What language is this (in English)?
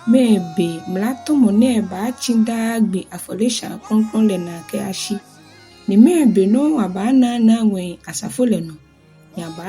Ga